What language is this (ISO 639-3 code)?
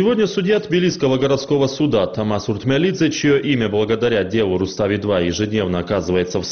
rus